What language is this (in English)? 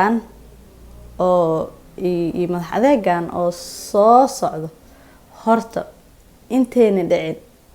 Somali